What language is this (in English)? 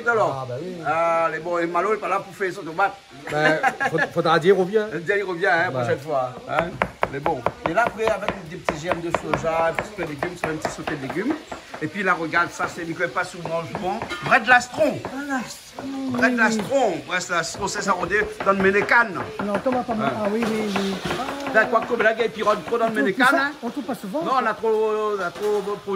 Réunion Creole French